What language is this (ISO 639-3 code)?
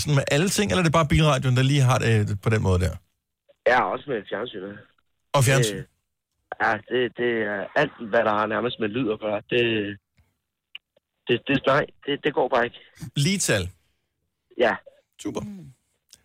dan